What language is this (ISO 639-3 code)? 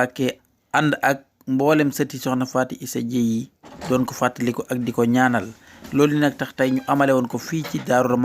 wol